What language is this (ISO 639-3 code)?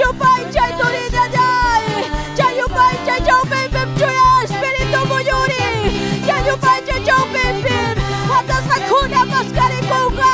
quy